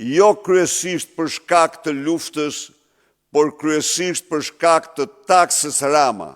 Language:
Albanian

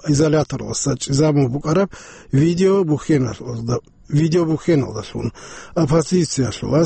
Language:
Avaric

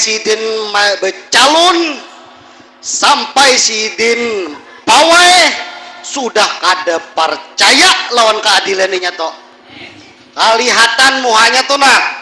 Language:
Banjar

